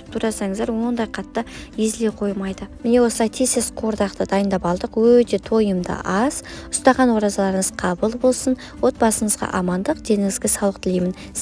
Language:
Kazakh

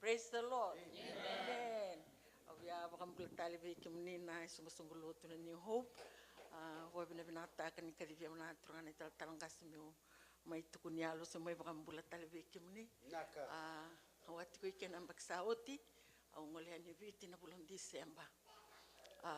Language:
Fijian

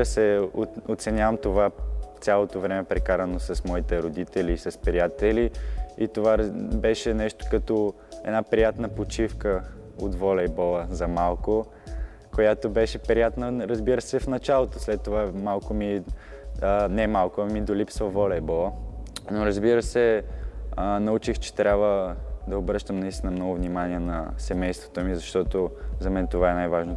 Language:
Bulgarian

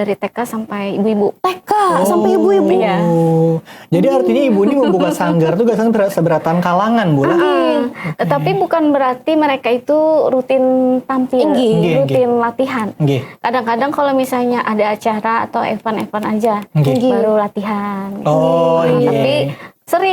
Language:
Banjar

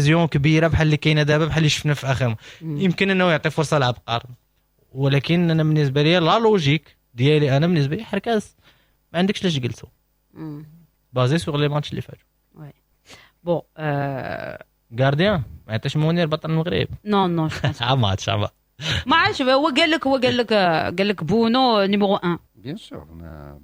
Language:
Moroccan Arabic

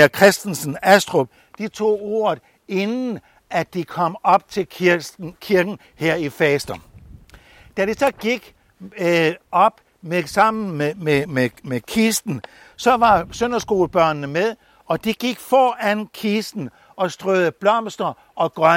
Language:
Danish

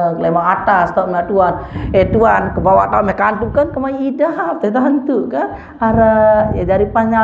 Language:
Sasak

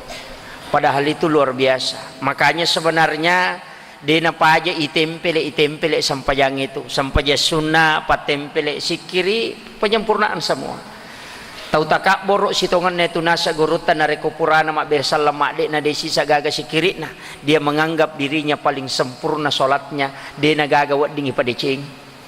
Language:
Buginese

